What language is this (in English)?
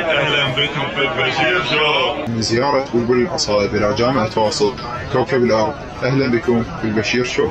Mesopotamian Arabic